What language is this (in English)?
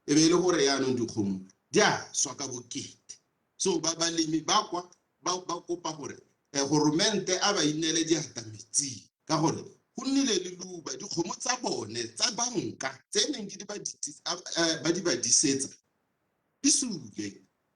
Tswana